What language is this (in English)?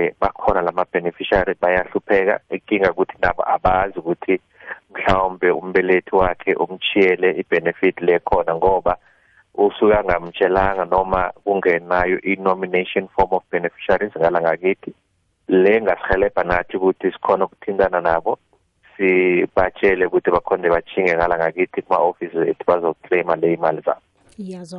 South Ndebele